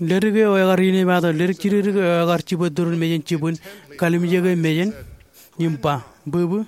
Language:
Marshallese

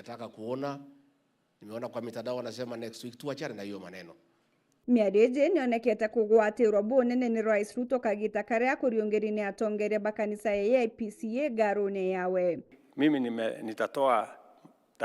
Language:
Meru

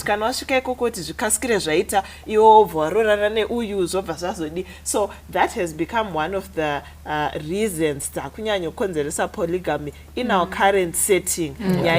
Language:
Shona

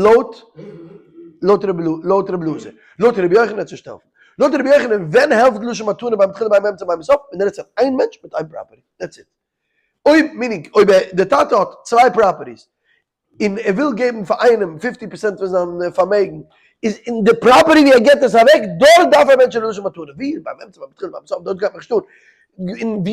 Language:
Yiddish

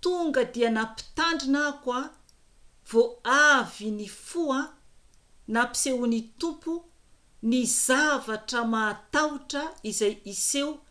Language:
Malagasy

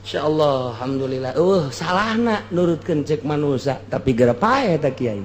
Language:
Sundanese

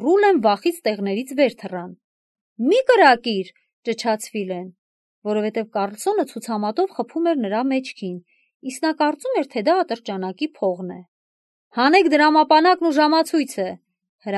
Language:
Armenian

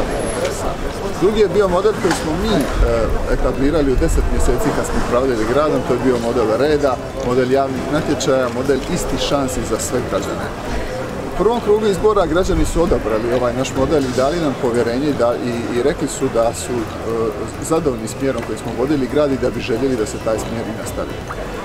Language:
Croatian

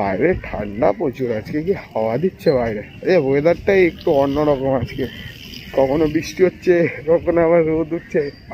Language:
Bangla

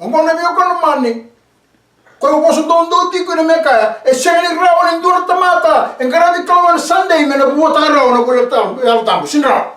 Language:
Fijian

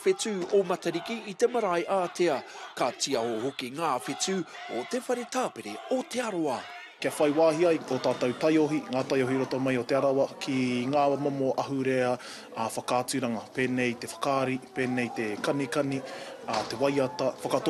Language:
Māori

